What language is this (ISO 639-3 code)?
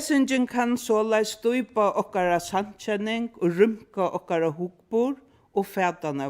fao